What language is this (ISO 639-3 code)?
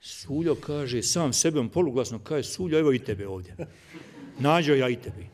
bos